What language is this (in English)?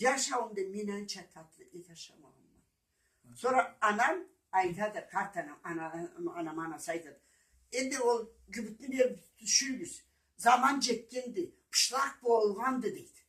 Karachay-Balkar